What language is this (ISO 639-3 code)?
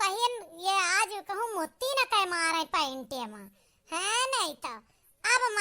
awa